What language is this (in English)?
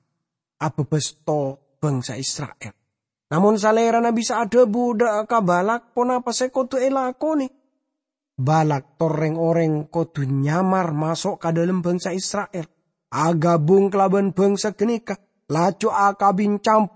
Madurese